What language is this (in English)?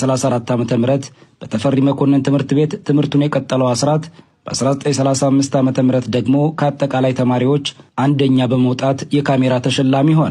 Amharic